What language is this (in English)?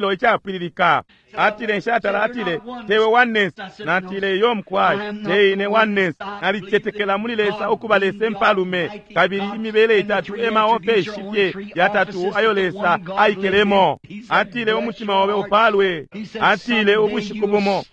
Bemba